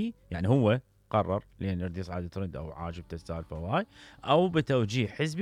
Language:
Mesopotamian Arabic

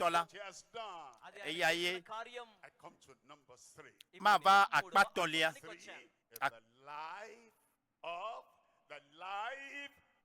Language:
Ewe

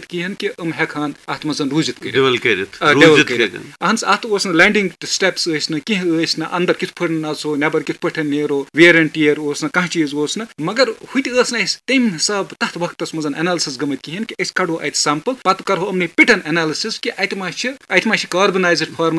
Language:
Kashmiri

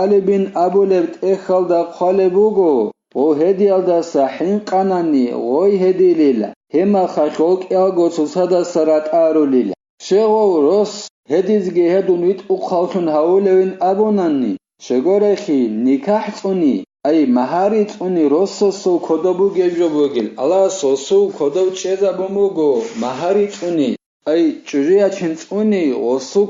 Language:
Avaric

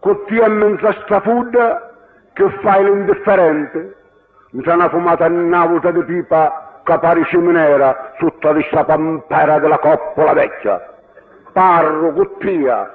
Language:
Sicilian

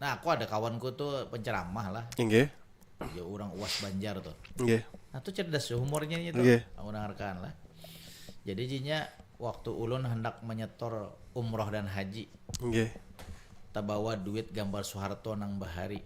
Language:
Banjar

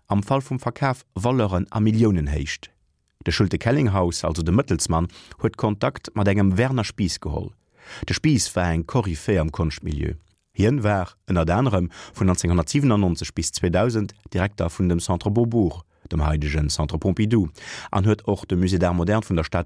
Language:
Luxembourgish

